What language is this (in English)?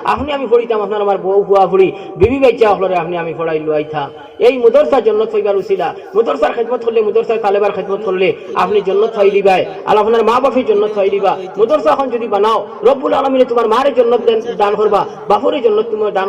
Sylheti